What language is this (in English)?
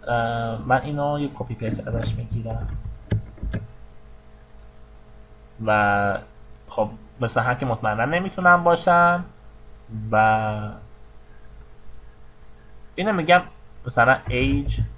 Persian